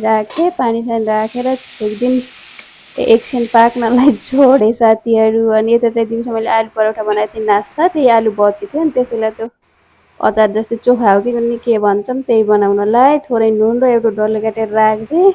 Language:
Nepali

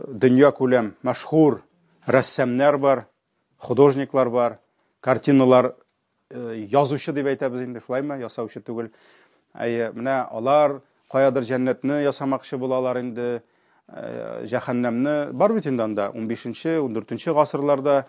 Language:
Tatar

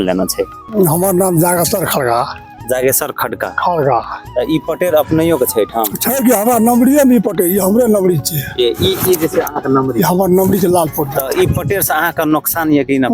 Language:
Maithili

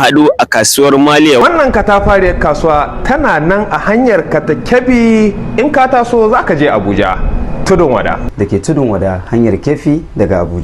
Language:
Hausa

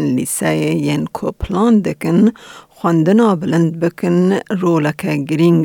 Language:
Kurdish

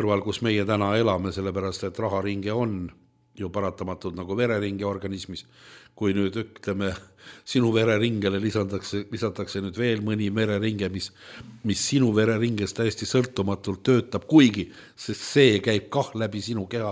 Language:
Estonian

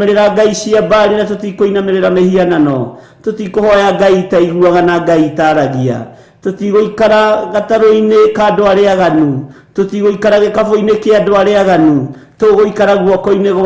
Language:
Kikuyu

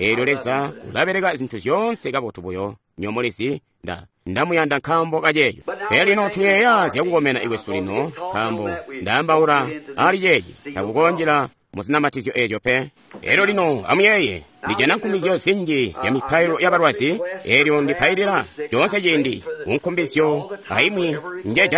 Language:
Tonga (Zambia)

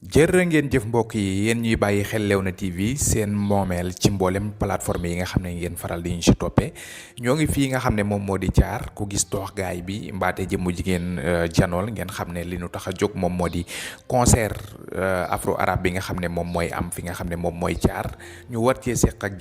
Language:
Wolof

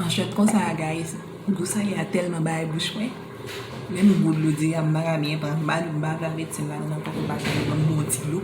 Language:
Haitian Creole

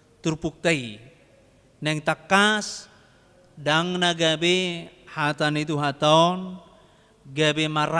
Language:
Batak Toba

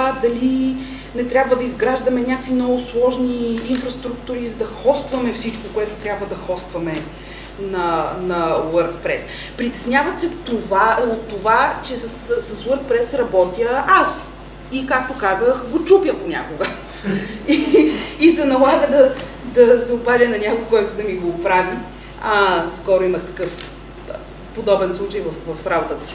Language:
Bulgarian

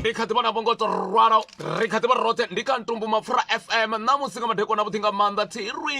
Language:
Venda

